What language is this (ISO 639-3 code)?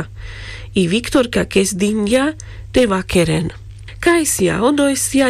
rmc